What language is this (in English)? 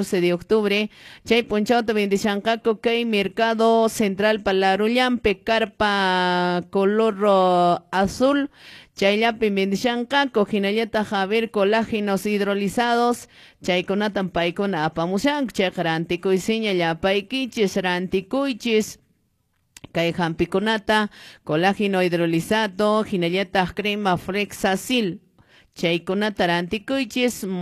Quechua